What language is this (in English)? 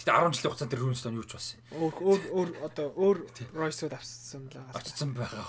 Mongolian